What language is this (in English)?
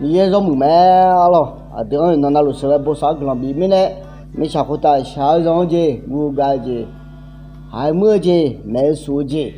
Akha